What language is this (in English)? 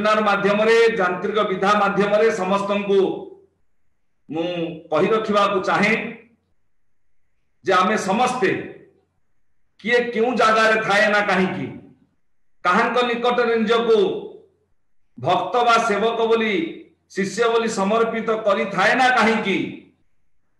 Odia